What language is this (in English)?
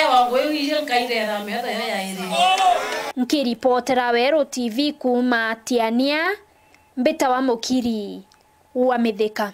Meru